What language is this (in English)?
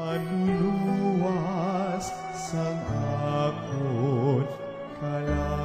Hiligaynon